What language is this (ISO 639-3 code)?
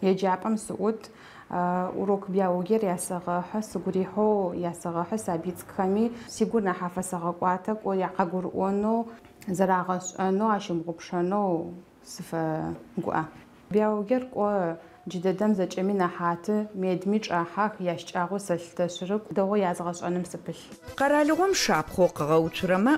ady